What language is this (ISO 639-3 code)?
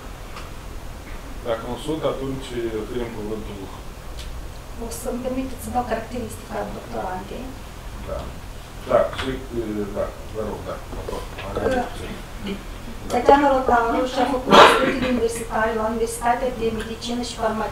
ron